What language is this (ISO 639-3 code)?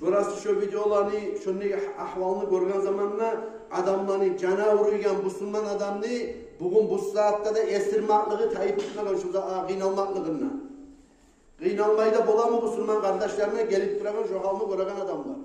kum